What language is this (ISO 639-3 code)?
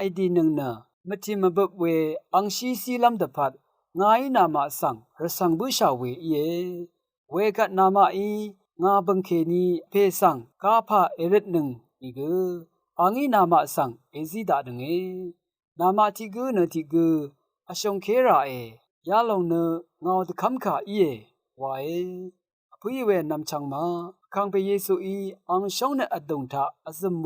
raw